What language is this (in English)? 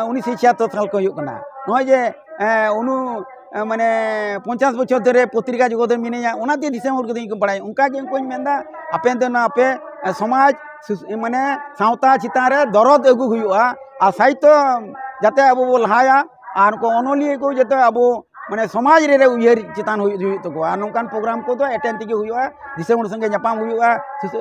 Santali